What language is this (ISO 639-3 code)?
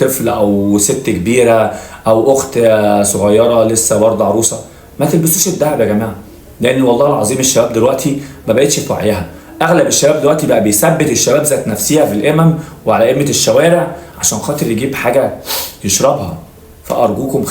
arz